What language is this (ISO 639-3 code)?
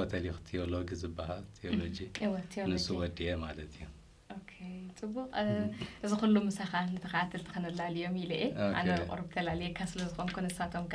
tir